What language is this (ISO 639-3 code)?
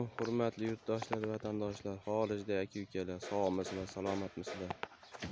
uzb